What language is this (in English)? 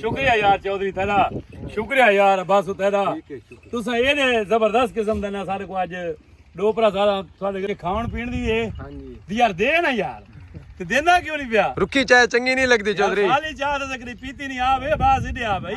Saraiki